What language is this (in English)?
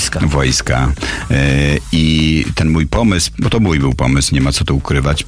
Polish